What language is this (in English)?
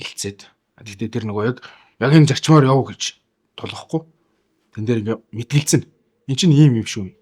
Mongolian